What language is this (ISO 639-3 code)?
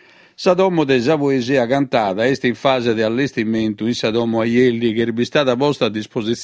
srd